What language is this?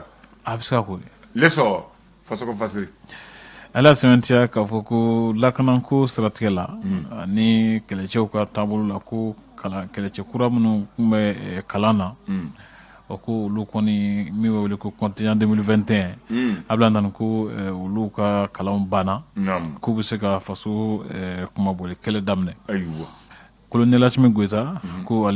Bambara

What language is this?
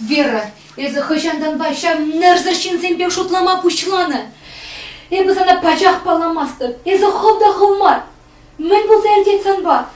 Chuvash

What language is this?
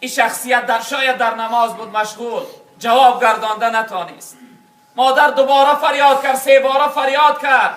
Tajik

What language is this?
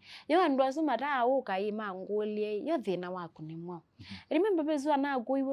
Kamba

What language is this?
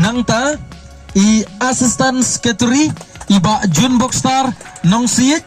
Khasi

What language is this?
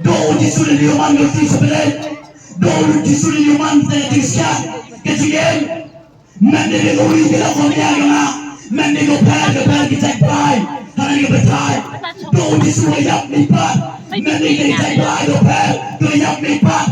Khasi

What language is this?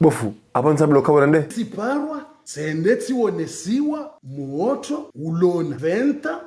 Ngazidja Comorian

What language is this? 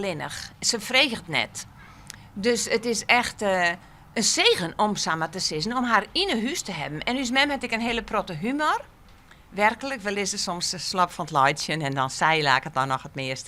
Western Frisian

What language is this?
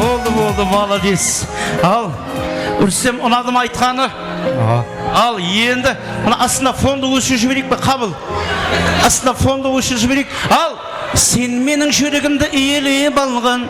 Kara-Kalpak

